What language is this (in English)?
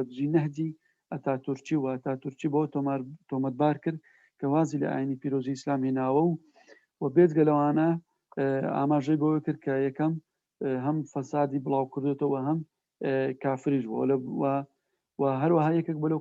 Central Kurdish